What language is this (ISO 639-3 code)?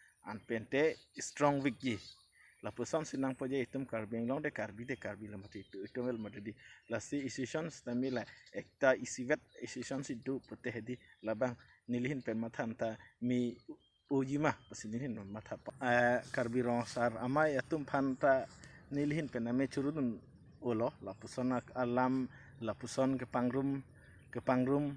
mjw